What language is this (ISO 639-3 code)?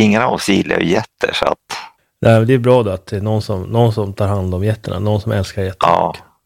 swe